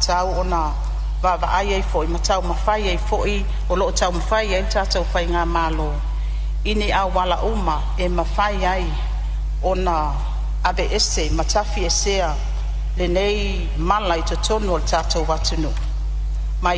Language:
Samoan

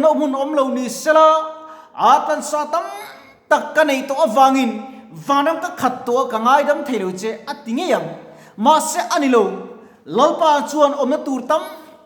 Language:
Mizo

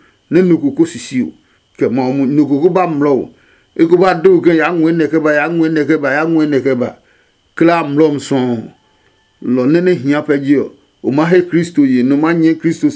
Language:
Adangme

